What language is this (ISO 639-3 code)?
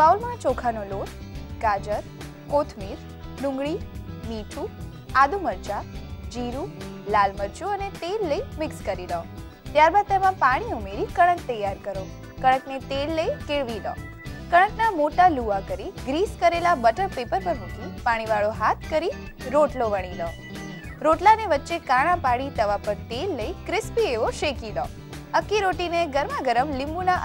guj